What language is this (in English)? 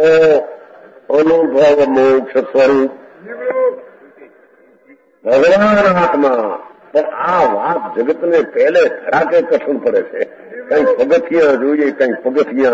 Gujarati